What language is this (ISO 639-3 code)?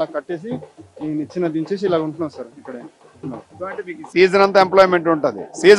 tel